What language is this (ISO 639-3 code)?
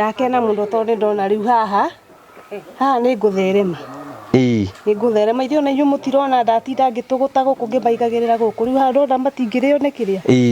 kik